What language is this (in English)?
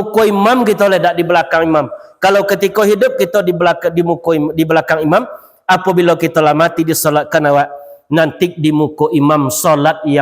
Minangkabau